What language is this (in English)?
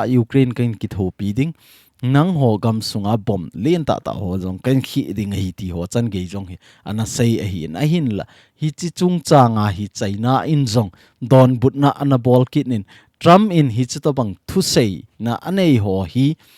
Thado Chin